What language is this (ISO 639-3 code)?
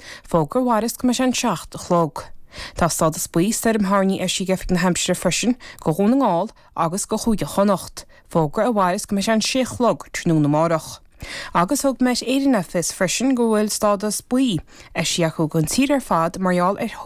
gle